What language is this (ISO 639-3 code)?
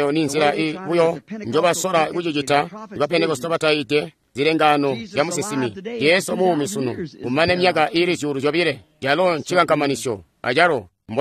toi